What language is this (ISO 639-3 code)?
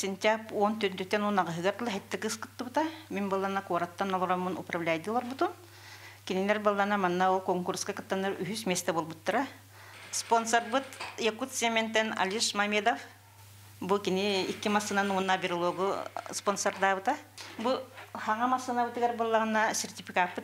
sah